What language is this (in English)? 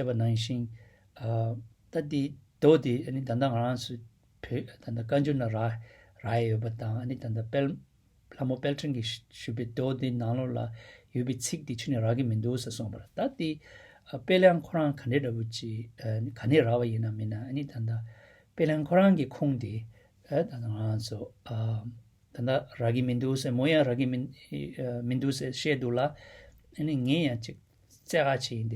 Tibetan